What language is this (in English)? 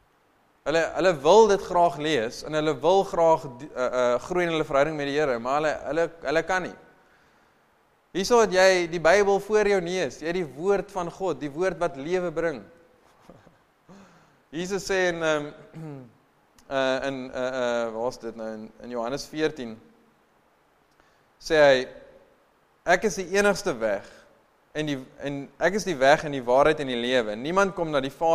Afrikaans